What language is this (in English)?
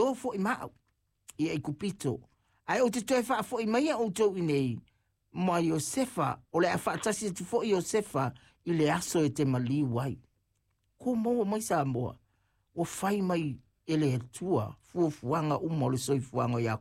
Samoan